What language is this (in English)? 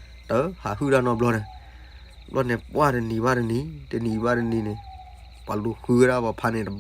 S'gaw Karen